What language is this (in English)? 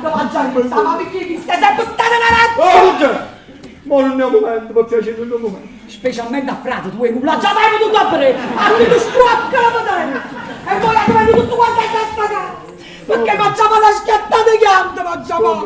Neapolitan